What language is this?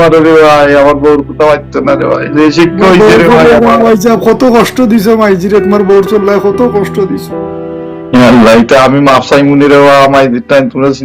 Sylheti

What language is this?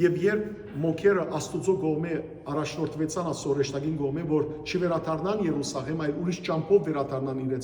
Western Armenian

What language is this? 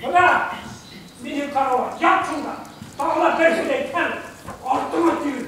Bashkir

